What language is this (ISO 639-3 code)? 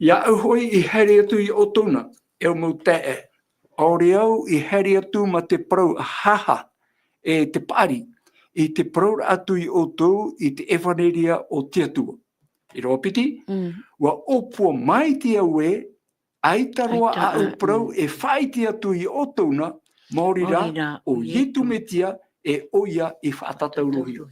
tah